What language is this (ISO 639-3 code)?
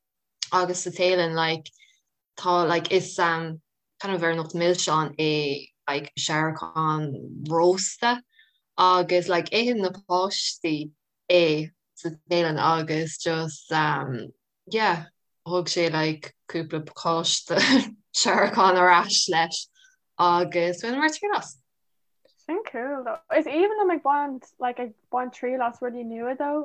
gle